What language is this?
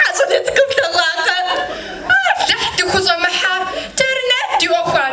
Kabardian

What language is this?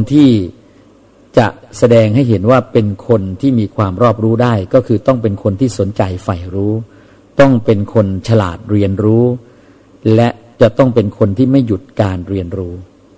Thai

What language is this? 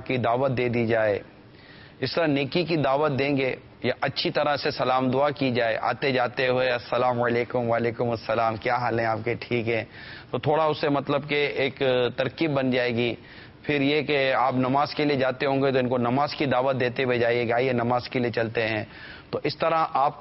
Urdu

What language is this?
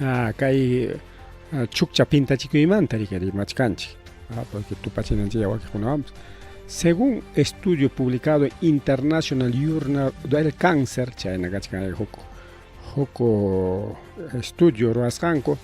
Ayacucho Quechua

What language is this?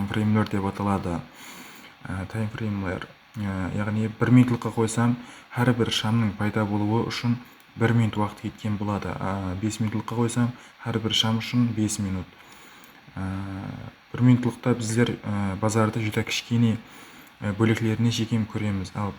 Kara-Kalpak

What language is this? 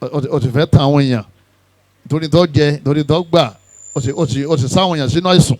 Yoruba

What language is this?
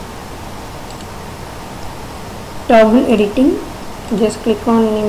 English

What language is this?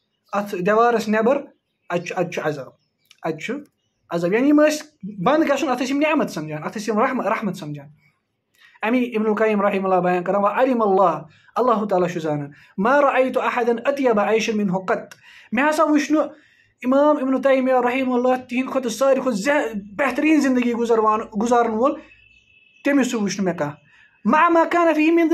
Kashmiri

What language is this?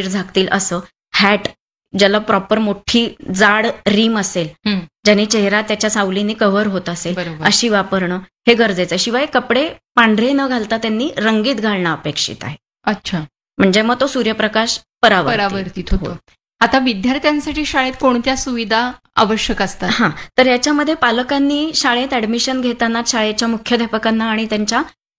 Marathi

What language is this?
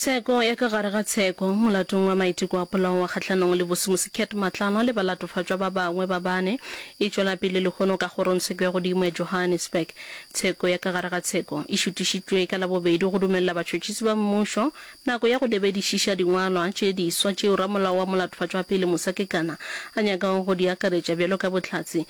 Northern Sotho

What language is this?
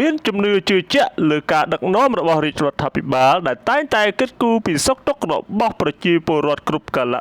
Khmer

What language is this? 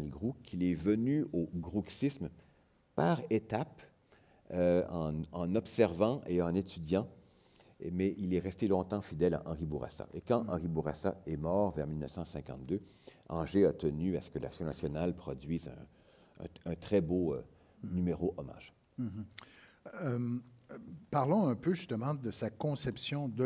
French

